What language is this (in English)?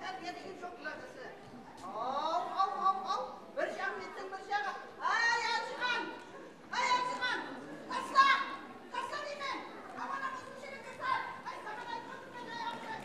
Kara-Kalpak